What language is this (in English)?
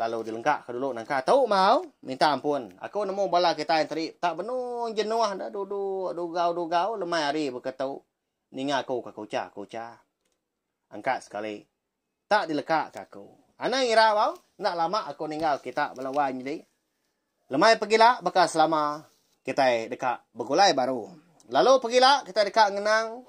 Iban